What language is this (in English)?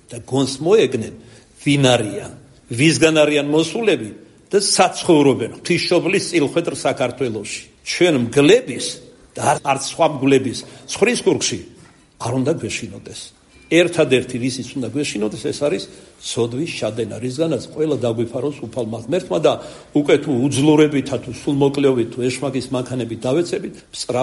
Georgian